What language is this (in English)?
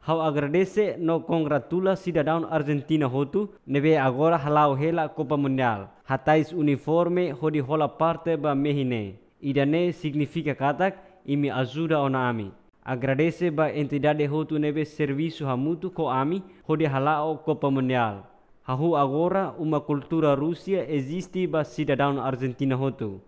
Tetum